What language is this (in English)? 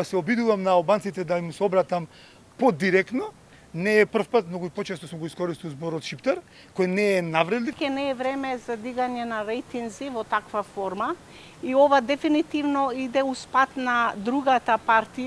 Macedonian